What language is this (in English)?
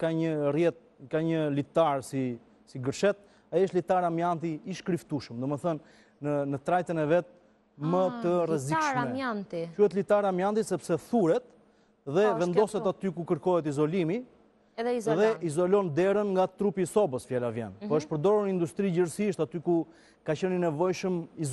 Albanian